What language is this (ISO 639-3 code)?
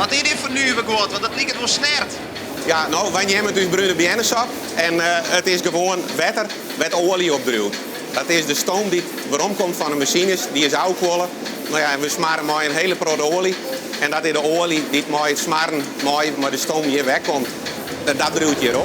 fry